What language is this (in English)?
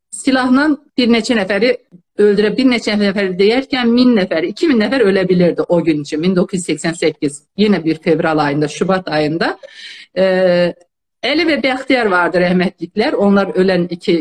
South Azerbaijani